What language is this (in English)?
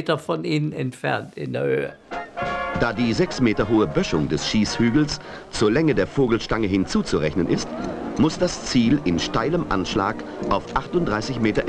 German